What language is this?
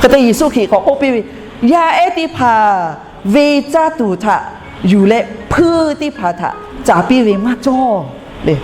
Lahu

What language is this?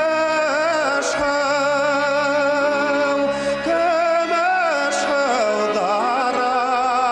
Bashkir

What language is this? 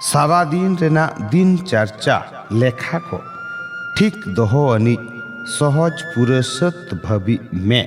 Santali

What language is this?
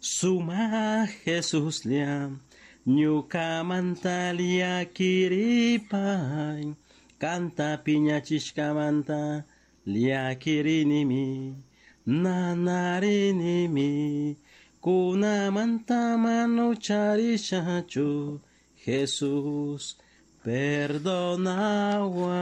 Chimborazo Highland Quichua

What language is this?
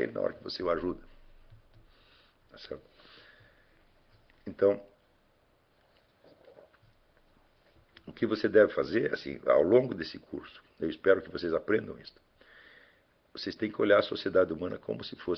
Portuguese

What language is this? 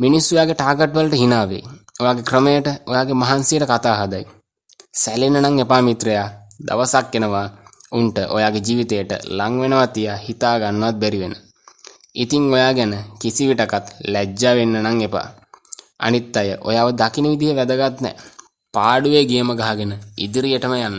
Sinhala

